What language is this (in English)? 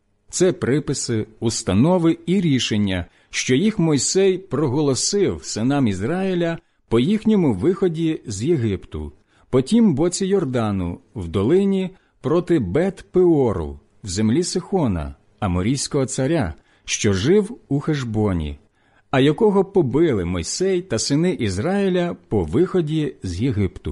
Ukrainian